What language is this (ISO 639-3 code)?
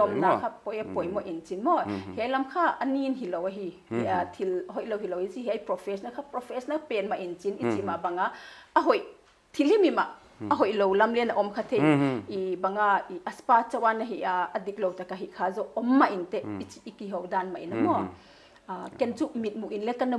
pck